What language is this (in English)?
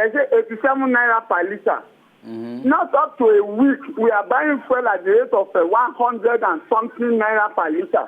Nigerian Pidgin